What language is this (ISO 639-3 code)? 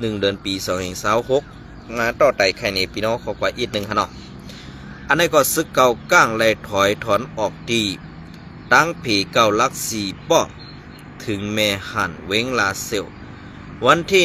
shn